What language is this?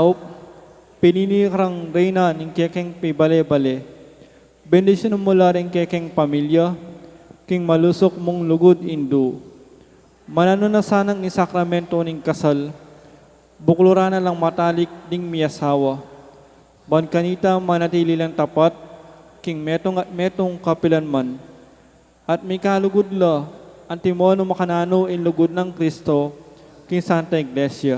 Pampanga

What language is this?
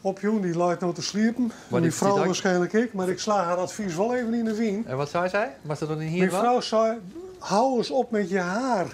Western Frisian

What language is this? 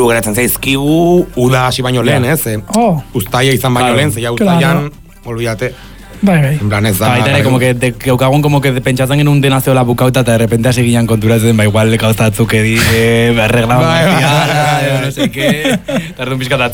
Basque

